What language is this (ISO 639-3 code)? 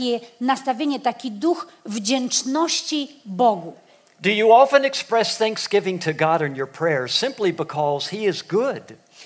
pol